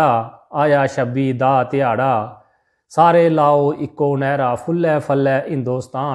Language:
Dogri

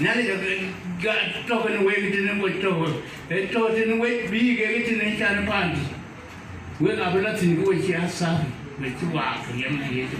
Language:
Dinka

